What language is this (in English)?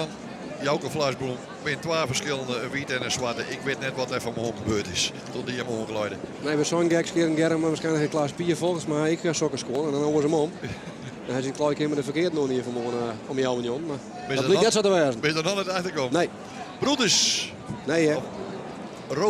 Western Frisian